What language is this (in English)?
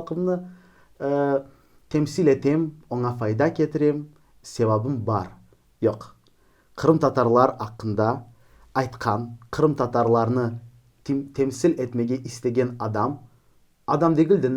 Crimean Tatar